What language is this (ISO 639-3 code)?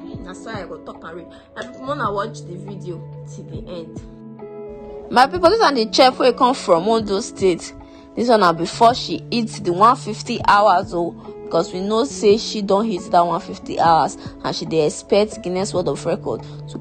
pcm